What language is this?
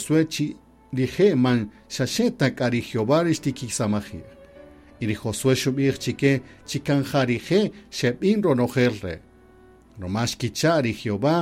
Kaqchikel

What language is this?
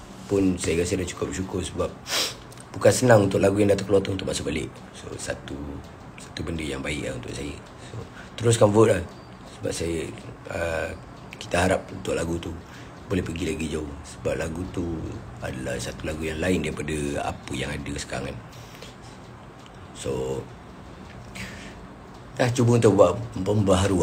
Malay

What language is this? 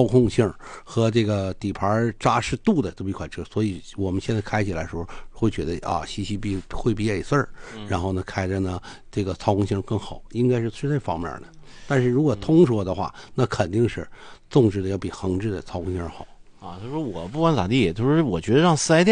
Chinese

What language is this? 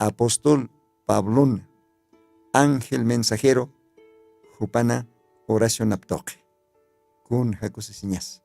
Aymara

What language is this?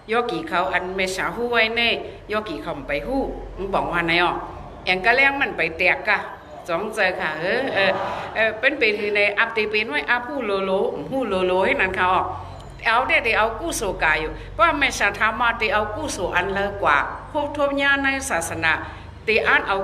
Shan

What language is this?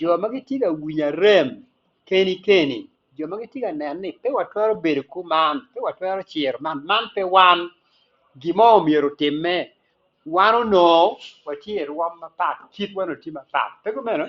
Acoli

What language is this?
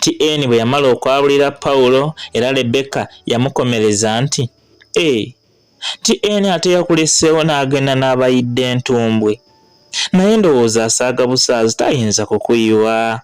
Ganda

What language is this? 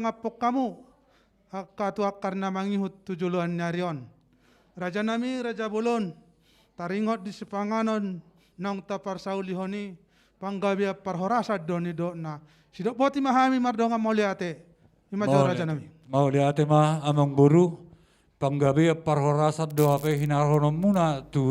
Batak Toba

